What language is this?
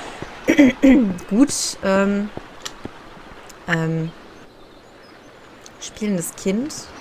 German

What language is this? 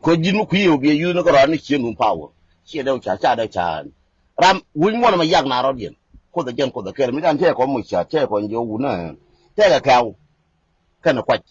Nuer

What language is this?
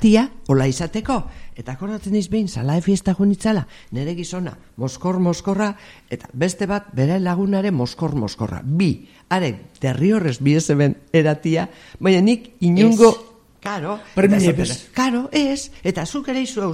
Basque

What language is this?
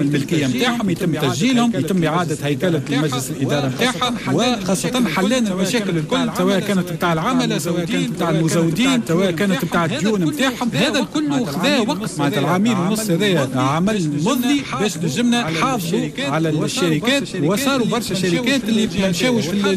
Tunisian Arabic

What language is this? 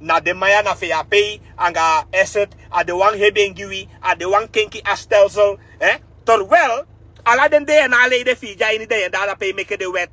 Sranan Tongo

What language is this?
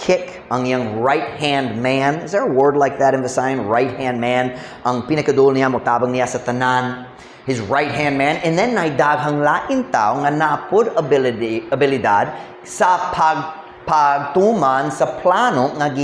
Cebuano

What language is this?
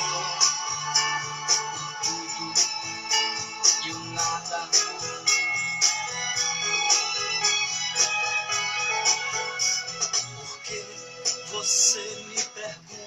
Portuguese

